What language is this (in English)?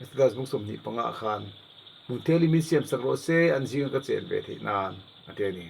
Mizo